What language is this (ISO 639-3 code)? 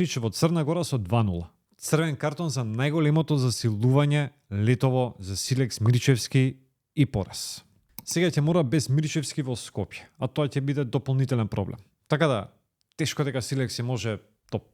mkd